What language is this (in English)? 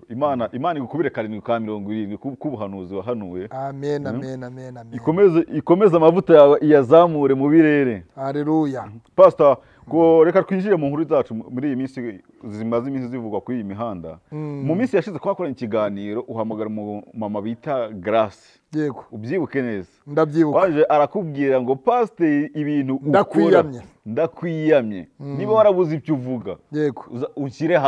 Kinyarwanda